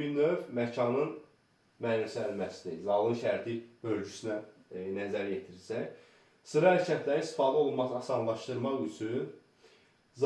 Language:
Azerbaijani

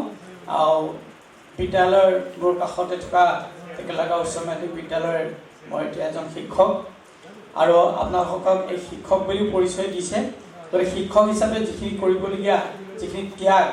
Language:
Assamese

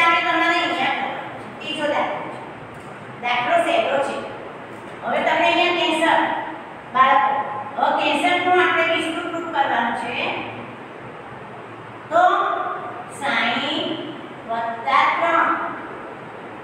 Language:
Gujarati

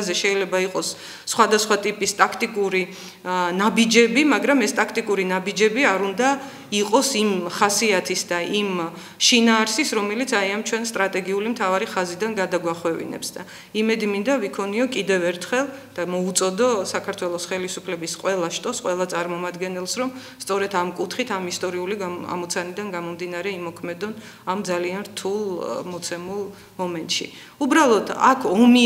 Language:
Georgian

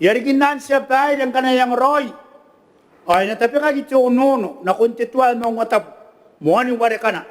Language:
Gilbertese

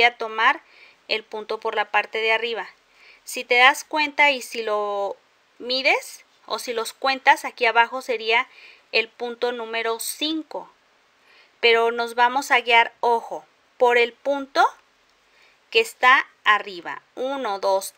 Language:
Spanish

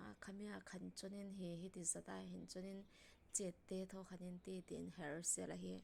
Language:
Falam Chin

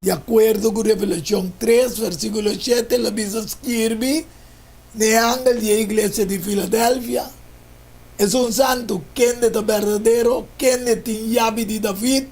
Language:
Papiamento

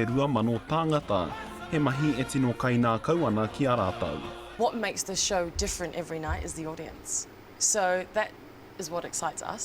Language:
Māori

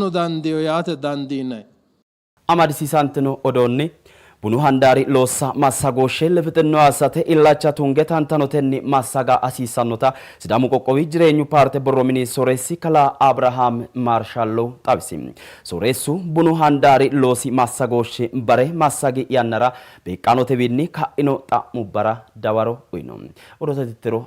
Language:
Sidamo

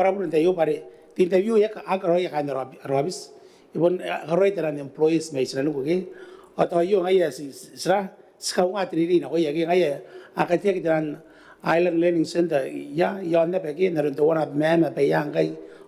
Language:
Gilbertese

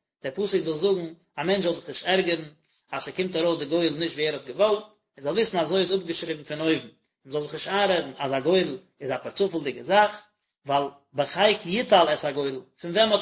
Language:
Yiddish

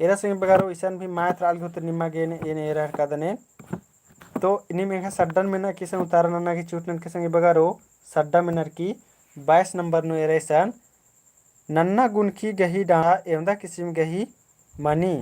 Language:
Kurukh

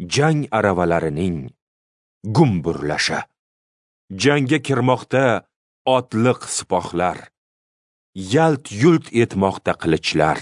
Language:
Uzbek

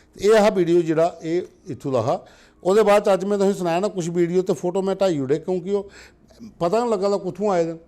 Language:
Dogri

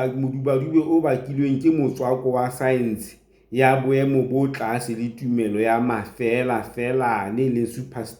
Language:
Southern Sotho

